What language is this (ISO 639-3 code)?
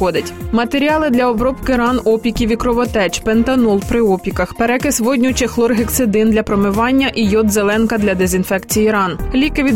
ukr